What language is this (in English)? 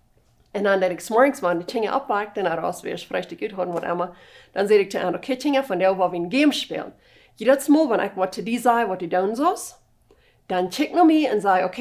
Plautdietsch